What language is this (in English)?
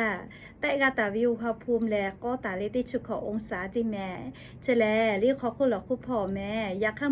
Lahu